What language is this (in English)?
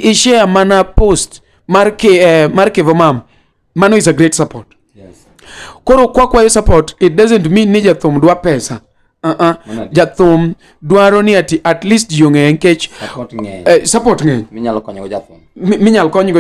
Luo (Kenya and Tanzania)